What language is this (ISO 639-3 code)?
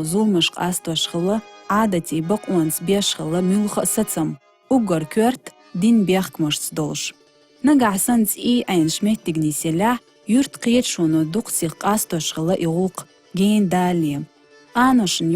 che